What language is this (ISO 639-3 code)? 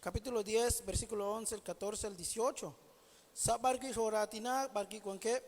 kek